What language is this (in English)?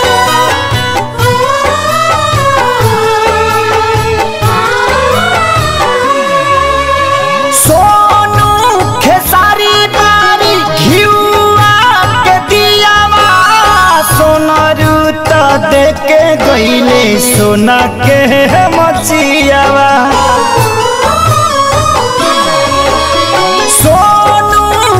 Bhojpuri